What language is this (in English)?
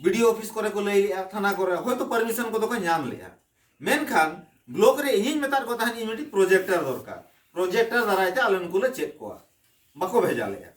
Santali